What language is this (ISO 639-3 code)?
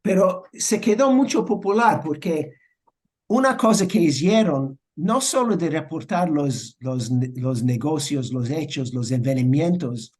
lad